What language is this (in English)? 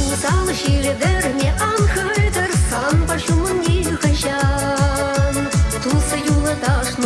Chuvash